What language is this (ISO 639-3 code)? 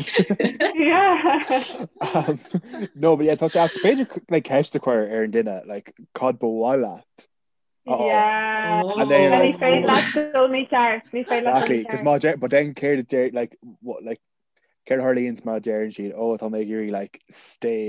gle